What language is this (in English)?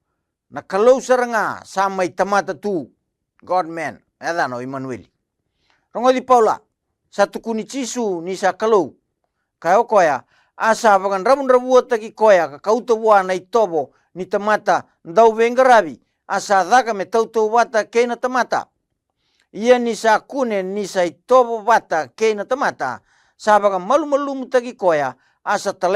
Fijian